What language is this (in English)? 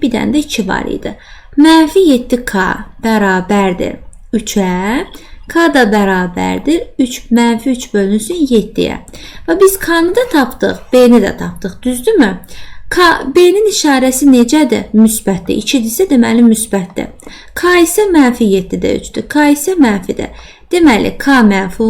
Azerbaijani